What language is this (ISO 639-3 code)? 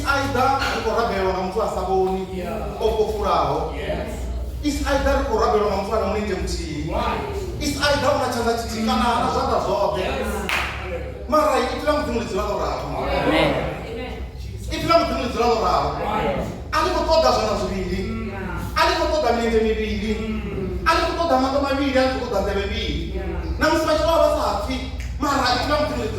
ven